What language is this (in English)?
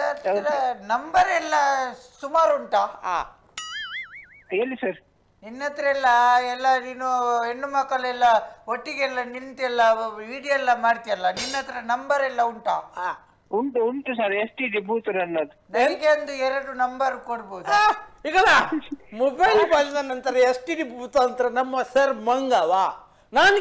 Kannada